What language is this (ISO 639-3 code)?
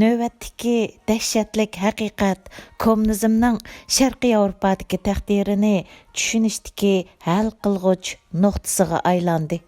uig